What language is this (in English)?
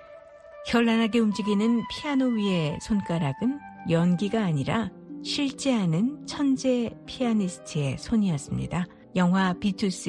Korean